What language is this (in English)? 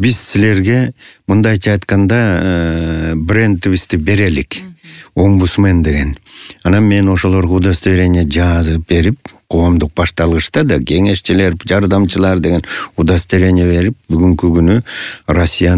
Kyrgyz